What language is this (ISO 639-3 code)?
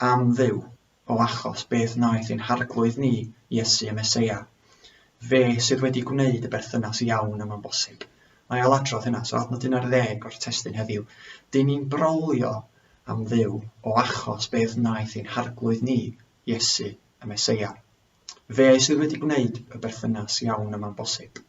cym